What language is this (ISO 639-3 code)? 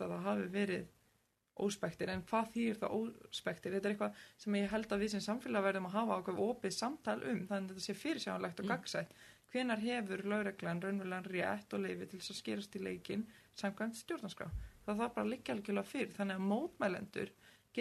isl